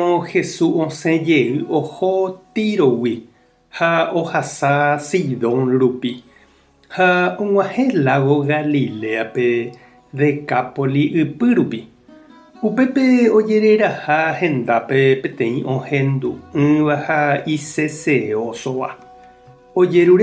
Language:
Guarani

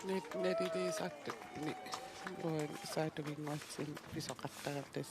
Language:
Kalaallisut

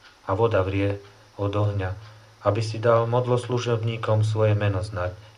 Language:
Slovak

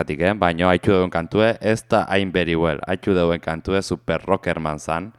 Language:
Basque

